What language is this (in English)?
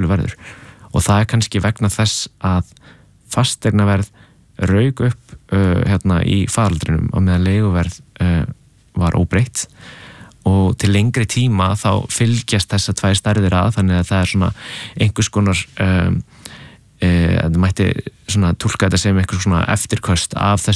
Icelandic